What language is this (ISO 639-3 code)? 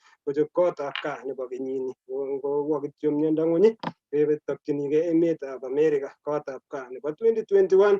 kln